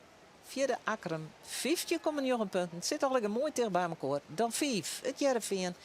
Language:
Western Frisian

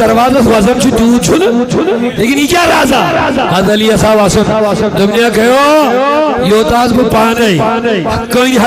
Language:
Kashmiri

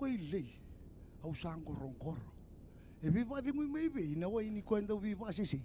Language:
Fijian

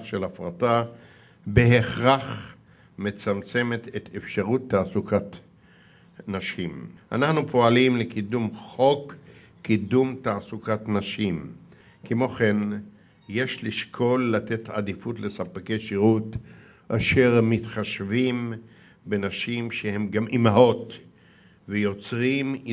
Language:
Hebrew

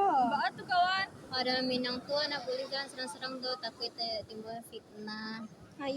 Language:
Minangkabau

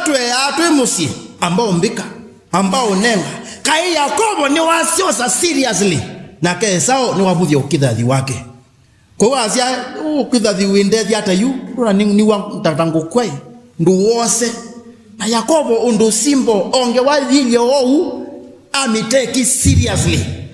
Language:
Kamba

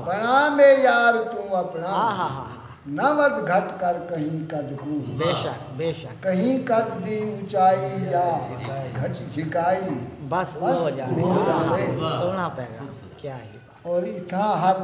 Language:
Saraiki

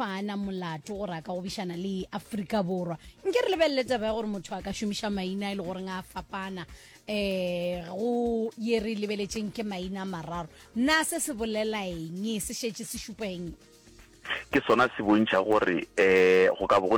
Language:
Northern Sotho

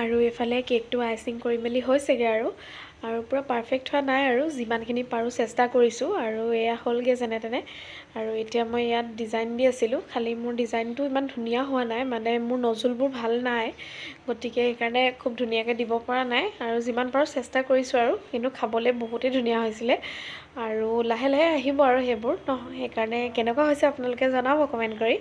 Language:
Assamese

